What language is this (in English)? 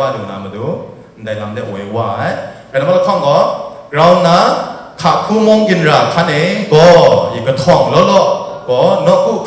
Kachin